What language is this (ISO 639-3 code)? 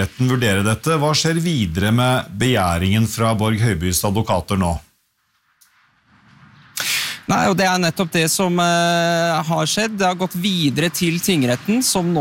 nor